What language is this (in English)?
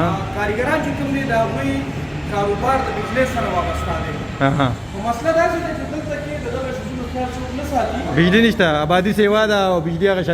Pashto